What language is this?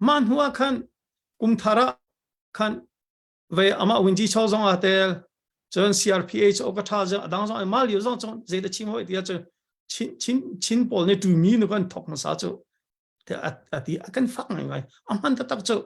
Hakha Chin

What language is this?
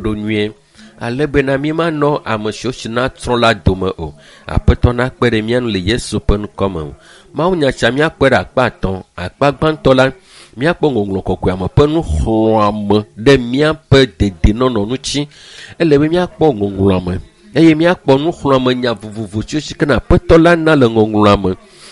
Ewe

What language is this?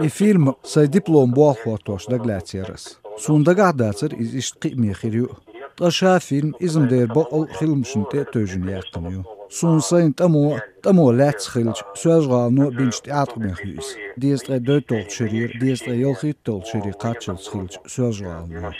Chechen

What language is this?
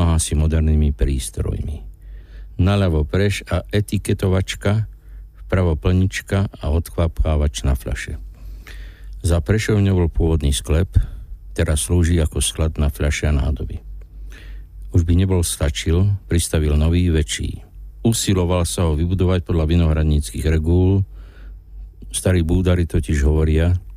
Slovak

